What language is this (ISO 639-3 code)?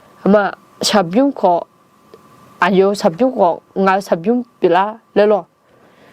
ahk